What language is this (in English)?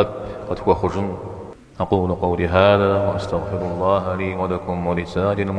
Kabardian